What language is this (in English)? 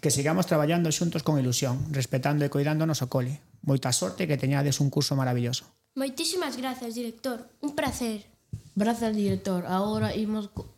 Galician